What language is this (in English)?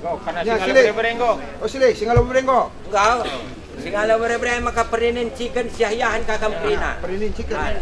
Batak Karo